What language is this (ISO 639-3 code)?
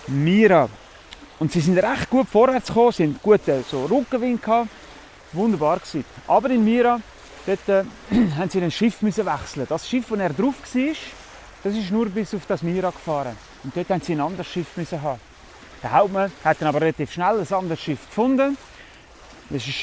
gsw